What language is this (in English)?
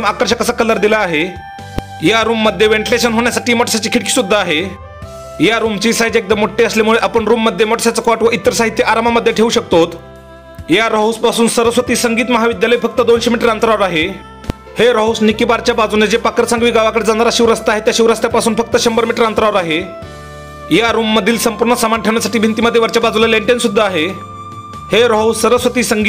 Marathi